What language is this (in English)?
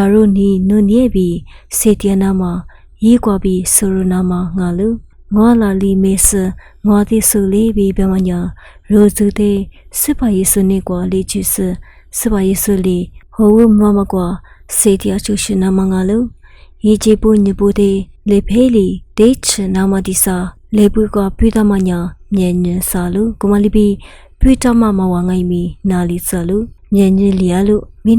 Lisu